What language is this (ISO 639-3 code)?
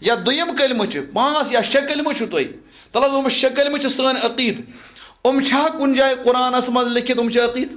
kas